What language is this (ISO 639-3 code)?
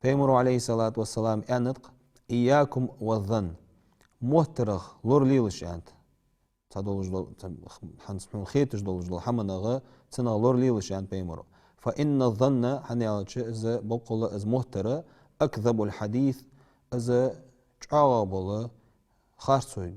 inh